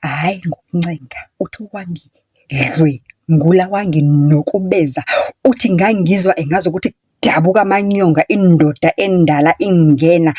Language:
Zulu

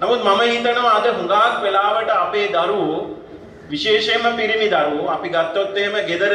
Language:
Sinhala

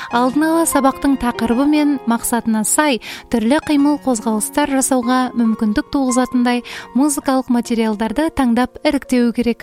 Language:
Kazakh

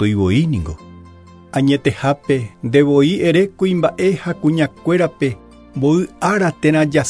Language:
Guarani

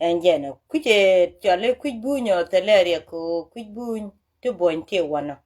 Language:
Nuer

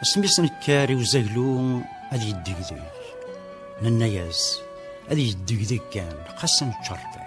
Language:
Kabyle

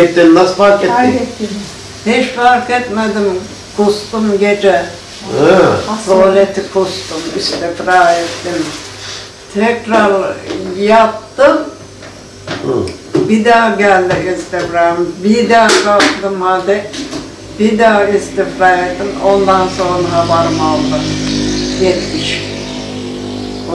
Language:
Turkish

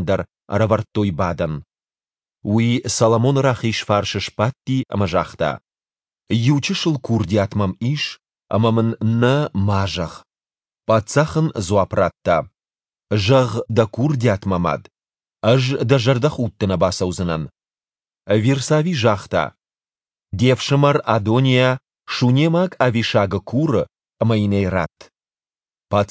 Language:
Ossetic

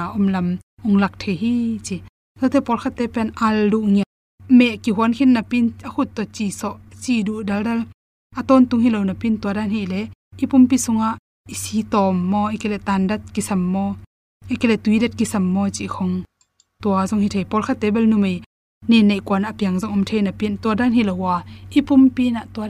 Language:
Tedim Chin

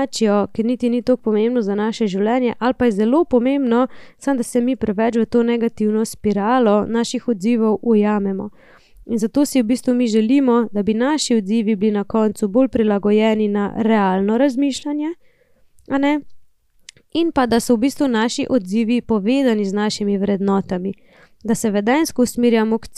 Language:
Slovenian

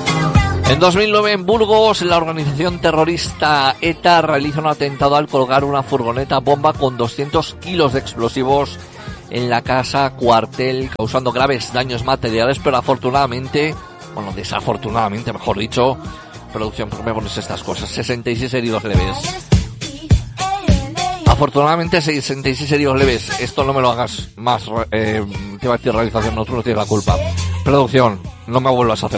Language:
Spanish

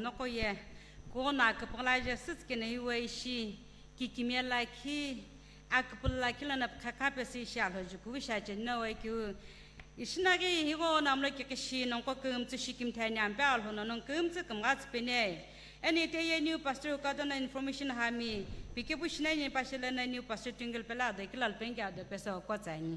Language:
Sumi Naga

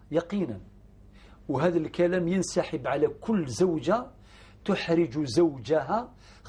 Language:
Algerian Arabic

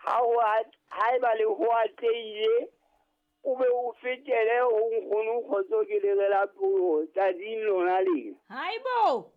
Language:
Southern Sotho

